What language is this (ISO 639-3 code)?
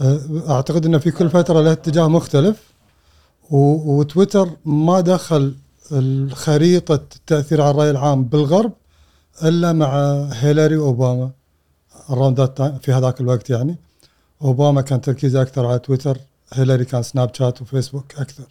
afb